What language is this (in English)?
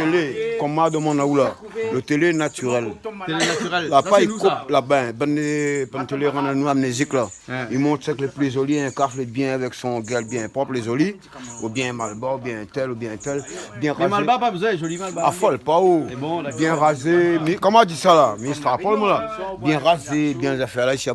Réunion Creole French